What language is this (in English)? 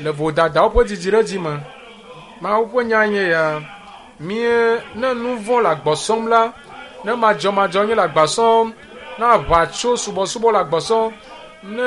Ewe